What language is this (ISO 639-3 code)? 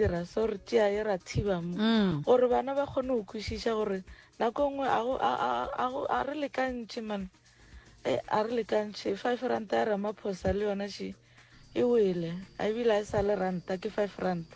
nso